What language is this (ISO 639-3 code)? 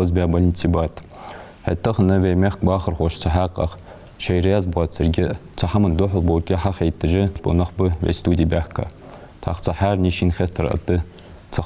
inh